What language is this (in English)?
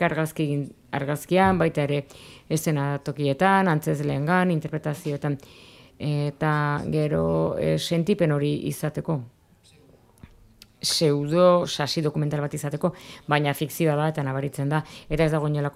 Basque